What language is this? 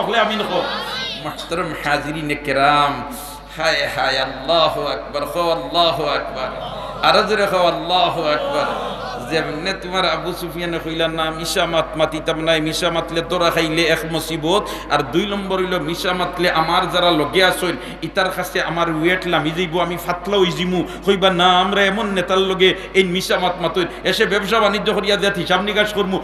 Sylheti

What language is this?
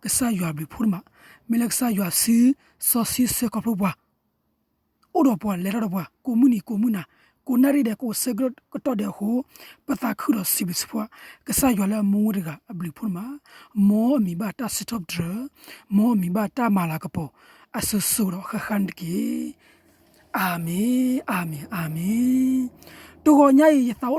S'gaw Karen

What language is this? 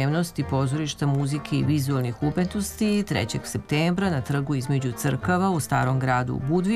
Serbian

